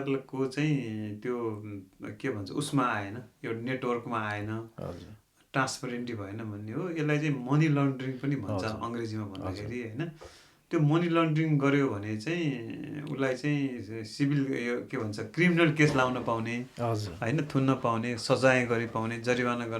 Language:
Nepali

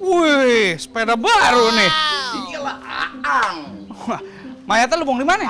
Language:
Betawi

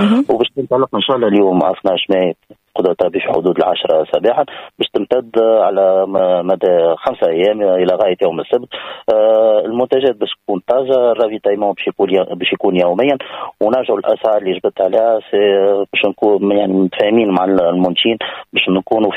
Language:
Tunisian Arabic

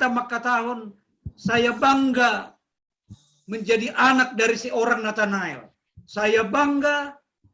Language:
Batak Simalungun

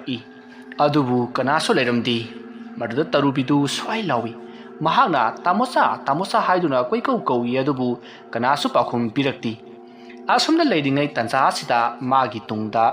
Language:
Manipuri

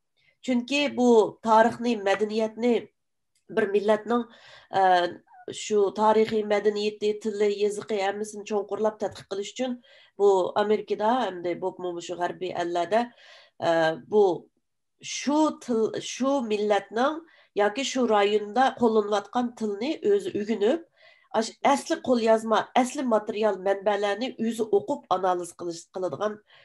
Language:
Uyghur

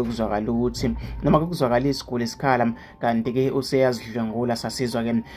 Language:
Zulu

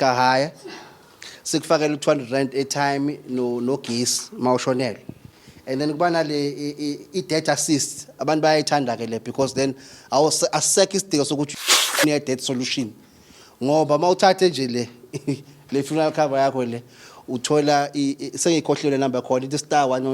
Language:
Zulu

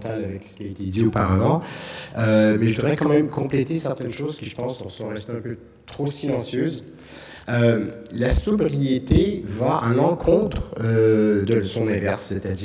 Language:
French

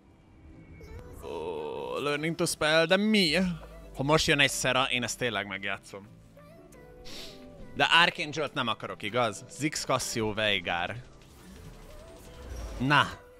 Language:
Hungarian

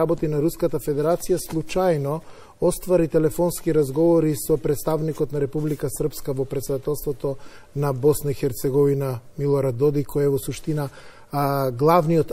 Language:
Macedonian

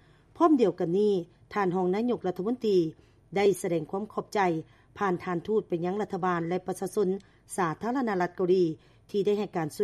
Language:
Lao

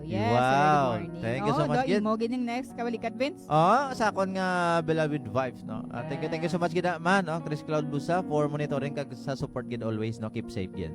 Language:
Hiligaynon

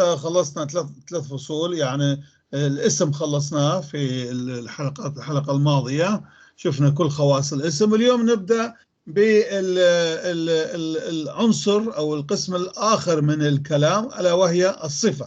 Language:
North Levantine Arabic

